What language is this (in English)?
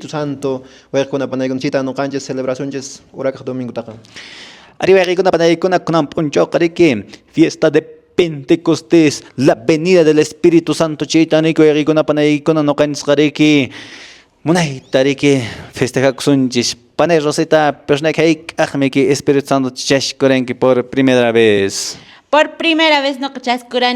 Quechua